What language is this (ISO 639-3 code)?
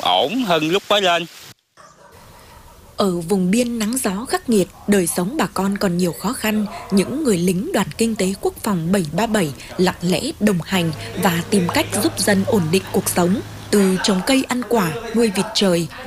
vie